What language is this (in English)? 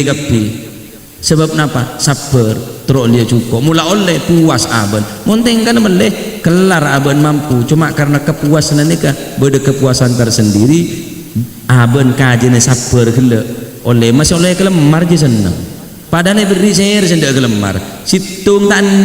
Madurese